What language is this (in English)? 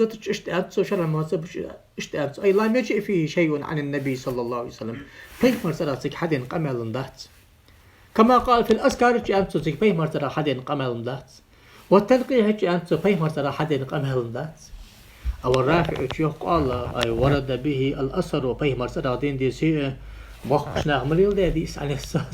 Ingush